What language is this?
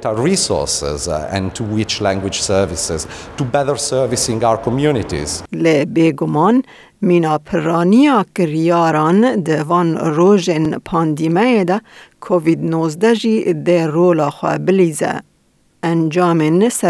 Kurdish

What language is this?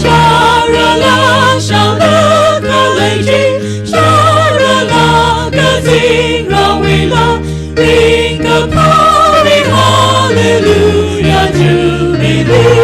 Tangkhul Naga (India)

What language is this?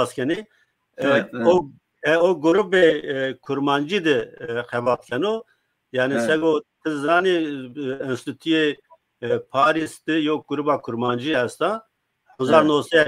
Zaza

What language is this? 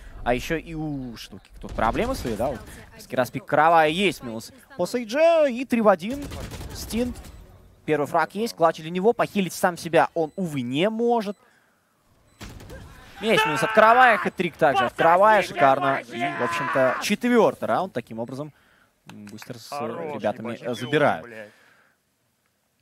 Russian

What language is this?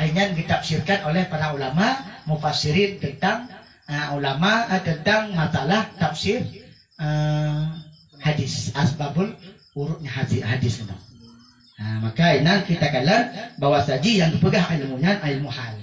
Achinese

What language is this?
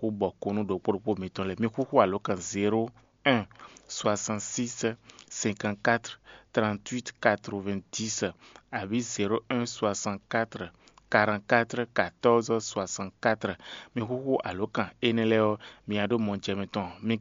Fon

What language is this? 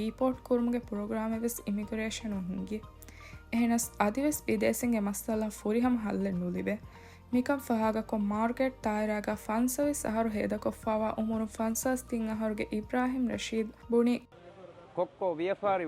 Divehi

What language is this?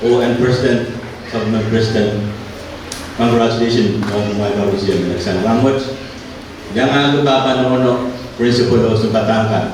Pohnpeian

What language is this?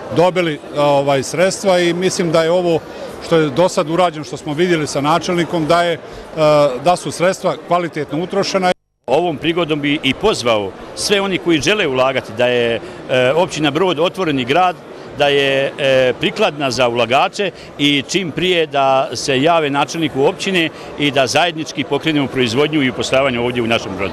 Bosnian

